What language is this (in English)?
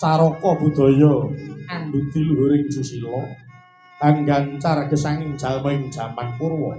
Javanese